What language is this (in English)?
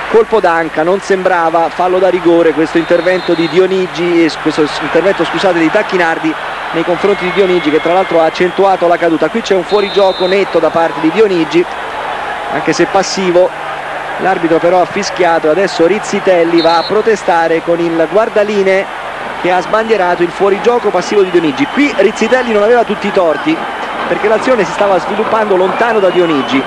Italian